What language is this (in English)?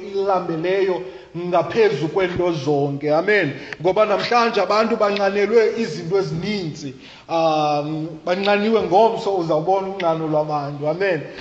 Xhosa